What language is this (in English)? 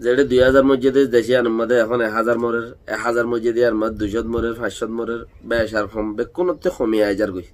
Rohingya